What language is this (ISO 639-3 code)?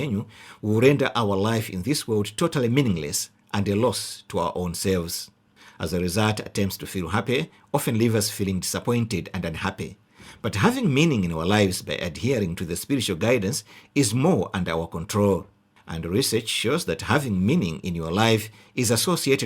eng